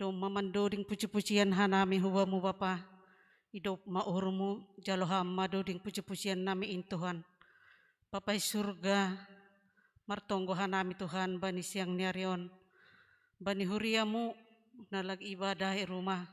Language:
Batak Simalungun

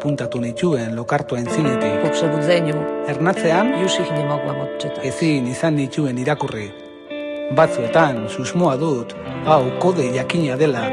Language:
Basque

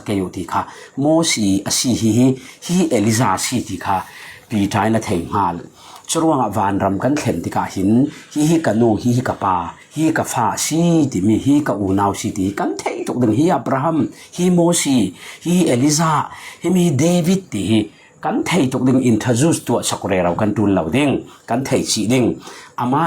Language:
Falam Chin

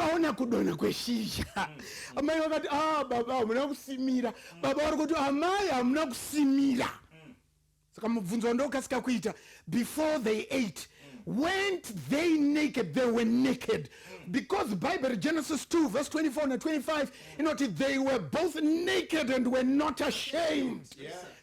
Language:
Shona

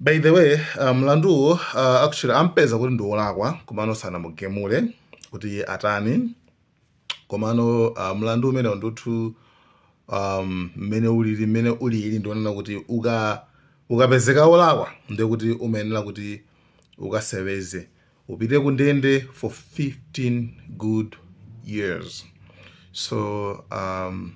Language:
Nyanja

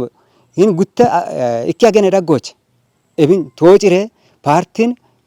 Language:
Kafa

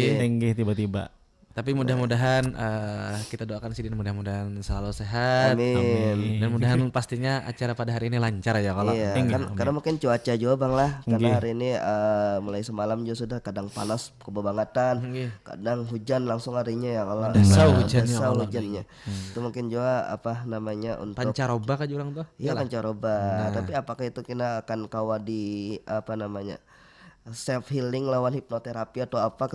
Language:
Banjar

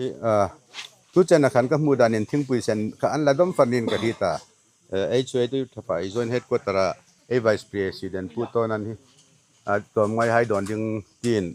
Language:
Hmar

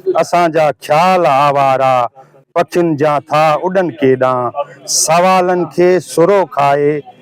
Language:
Sindhi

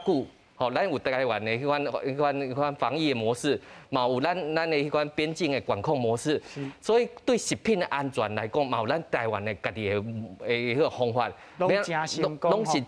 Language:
Min Nan Chinese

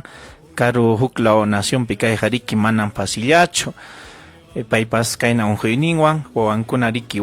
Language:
Ayacucho Quechua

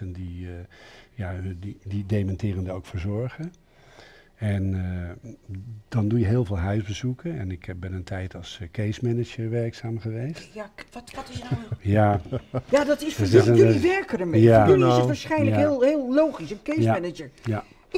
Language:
Dutch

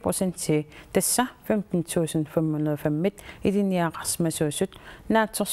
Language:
Kalaallisut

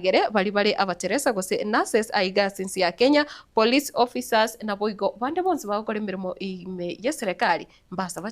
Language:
Gusii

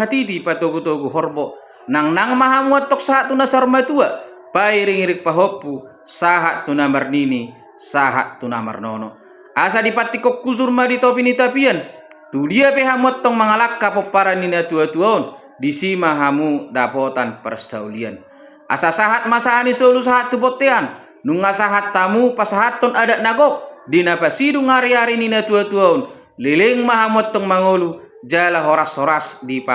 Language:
Batak Toba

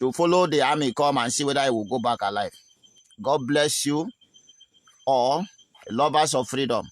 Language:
Nigerian Pidgin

